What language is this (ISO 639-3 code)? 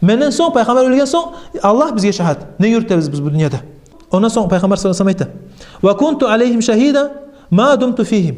kum